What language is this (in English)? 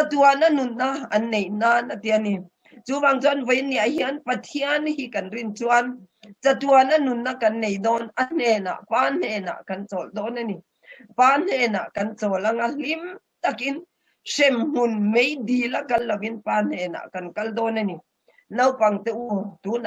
Mizo